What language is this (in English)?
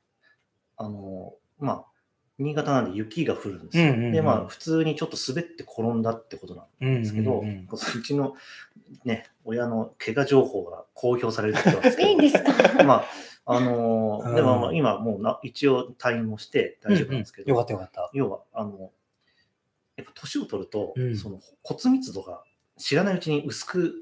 Japanese